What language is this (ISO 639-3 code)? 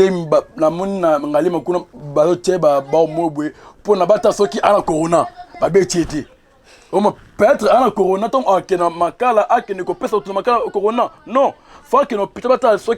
lin